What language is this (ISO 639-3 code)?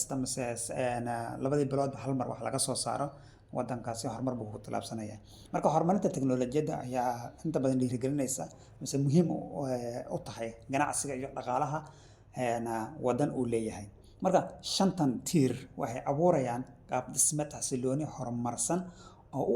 som